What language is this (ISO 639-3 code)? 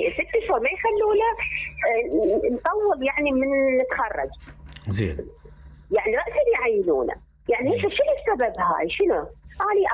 acm